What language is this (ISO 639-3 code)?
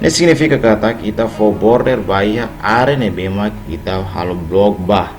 tet